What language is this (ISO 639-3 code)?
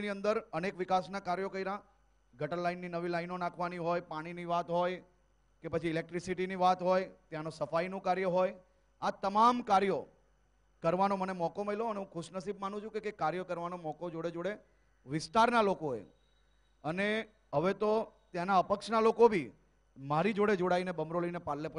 guj